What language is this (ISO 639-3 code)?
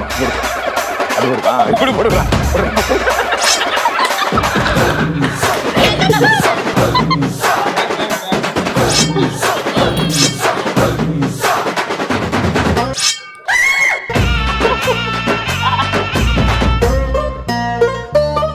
tel